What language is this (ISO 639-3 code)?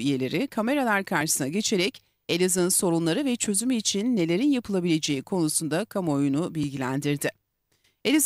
tur